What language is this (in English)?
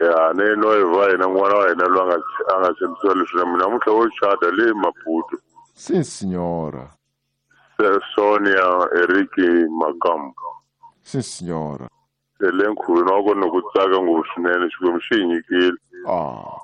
Tsonga